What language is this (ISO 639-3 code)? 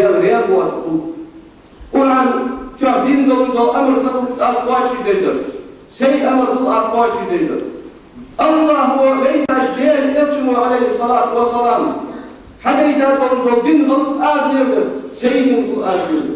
inh